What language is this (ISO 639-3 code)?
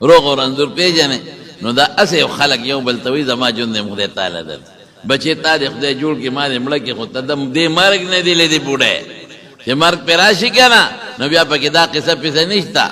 pus